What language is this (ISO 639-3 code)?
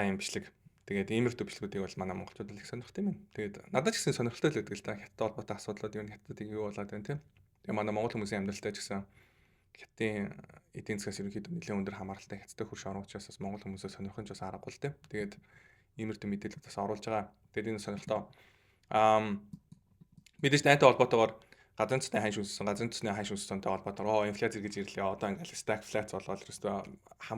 mon